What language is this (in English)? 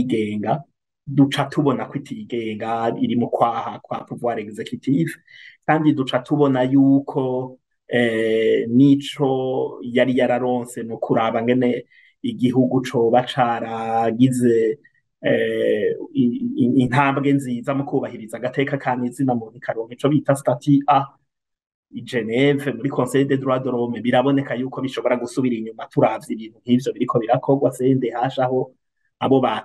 Rundi